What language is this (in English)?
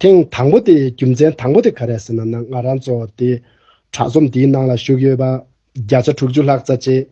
Tibetan